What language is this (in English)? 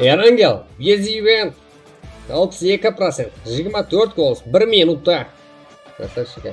Kara-Kalpak